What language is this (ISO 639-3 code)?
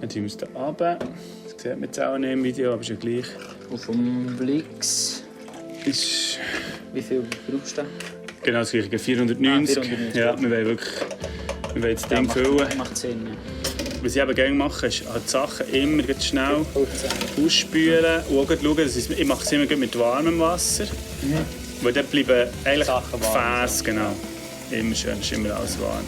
gsw